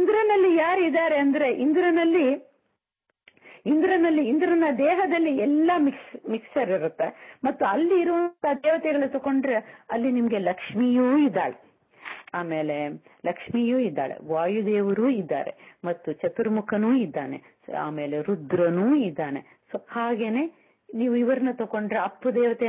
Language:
Kannada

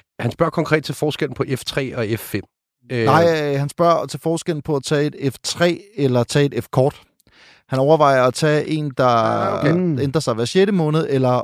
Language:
Danish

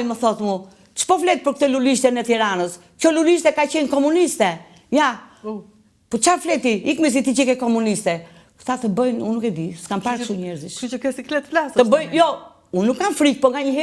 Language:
Albanian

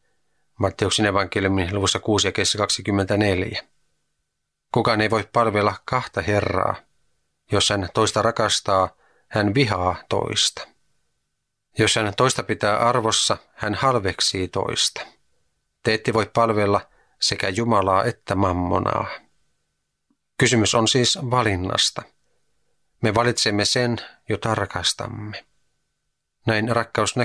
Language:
Finnish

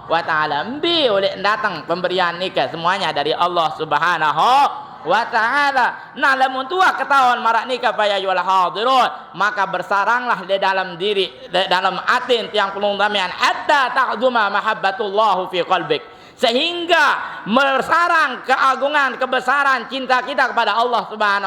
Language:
Sasak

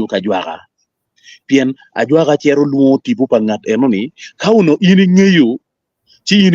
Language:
Acoli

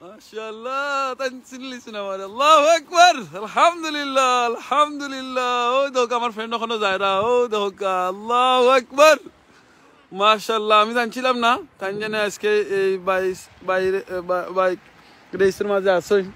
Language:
Sylheti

